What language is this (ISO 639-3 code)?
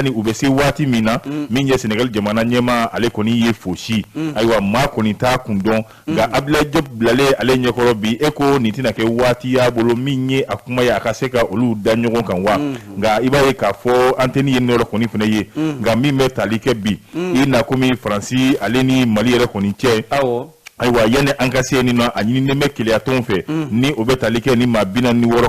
bam